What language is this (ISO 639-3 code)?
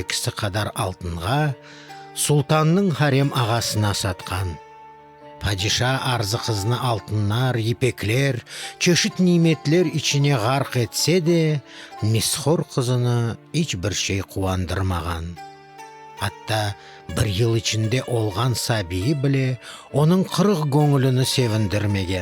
crh